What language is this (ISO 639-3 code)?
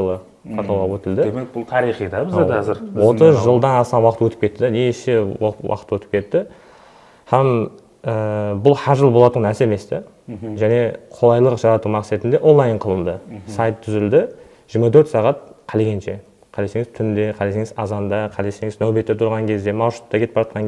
kaa